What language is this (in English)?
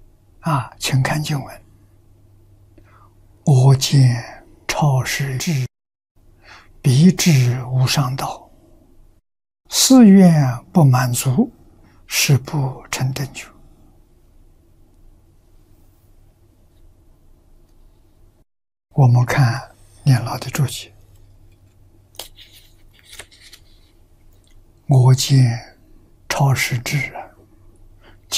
Chinese